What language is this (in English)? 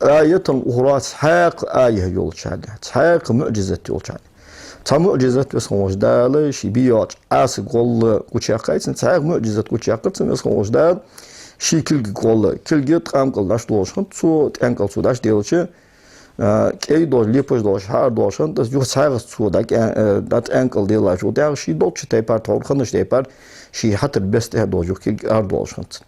Ingush